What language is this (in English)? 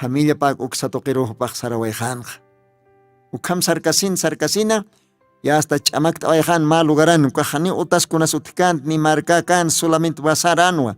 Aymara